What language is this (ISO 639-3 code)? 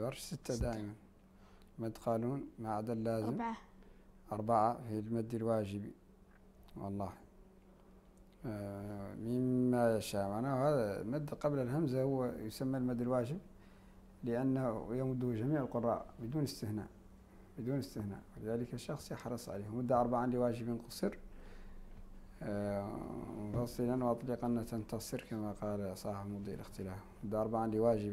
ara